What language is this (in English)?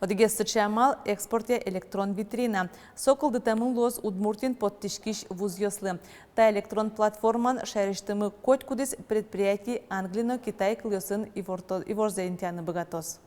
Udmurt